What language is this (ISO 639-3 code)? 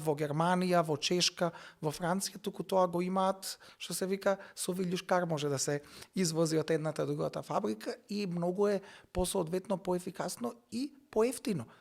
mkd